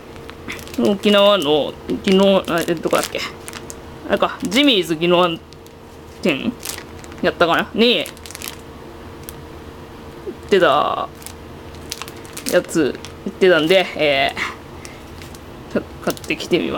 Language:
Japanese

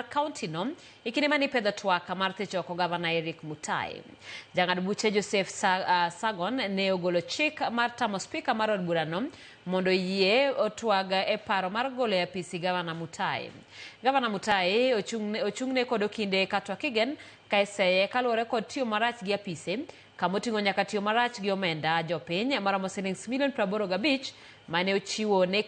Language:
Luo (Kenya and Tanzania)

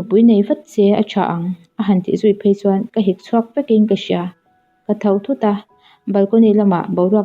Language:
Mizo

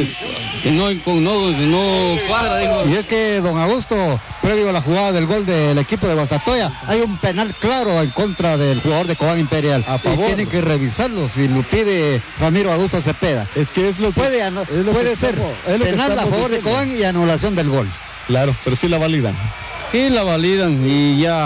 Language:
Spanish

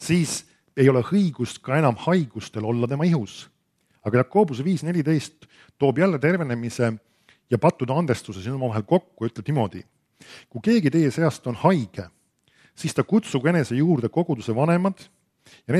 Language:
Estonian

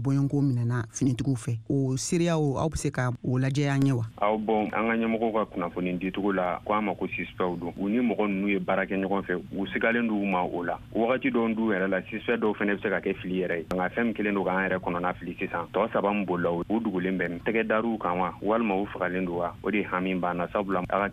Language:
Bambara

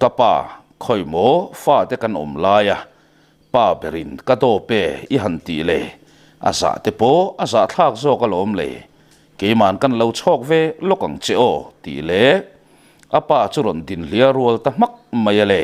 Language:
Mizo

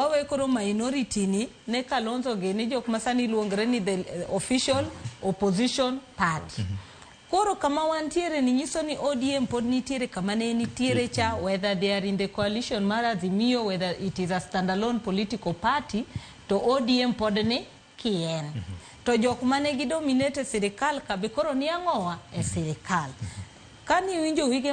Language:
Luo (Kenya and Tanzania)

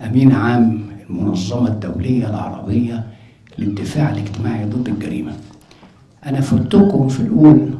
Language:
Egyptian Arabic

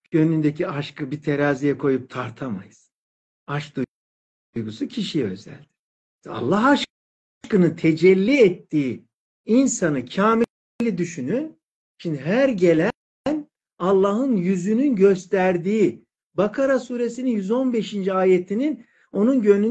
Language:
Turkish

